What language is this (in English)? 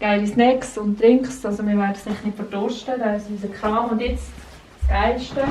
Swiss German